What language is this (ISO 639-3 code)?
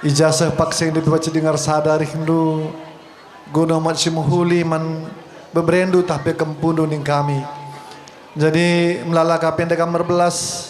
btx